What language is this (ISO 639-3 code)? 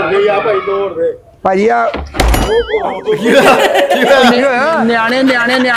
pan